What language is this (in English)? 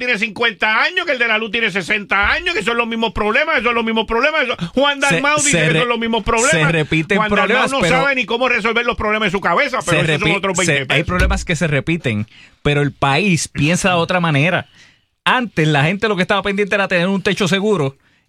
Spanish